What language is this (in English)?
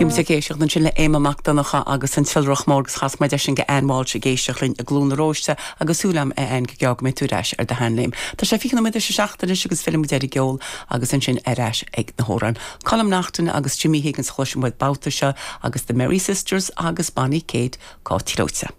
Irish